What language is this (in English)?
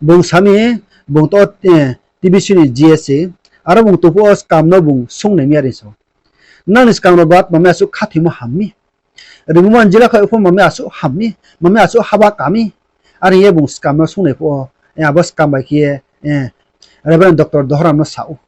Riang (India)